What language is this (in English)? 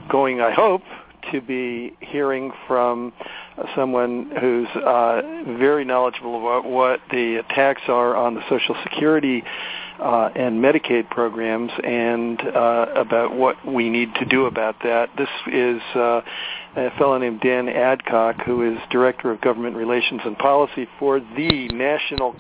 English